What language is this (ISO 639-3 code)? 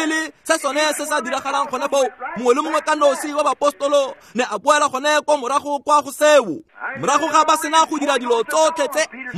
tsn